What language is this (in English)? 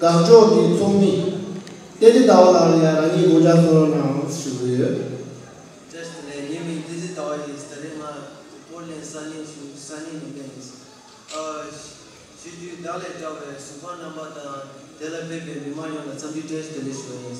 Tibetan